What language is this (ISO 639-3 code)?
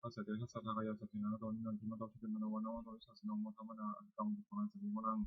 pli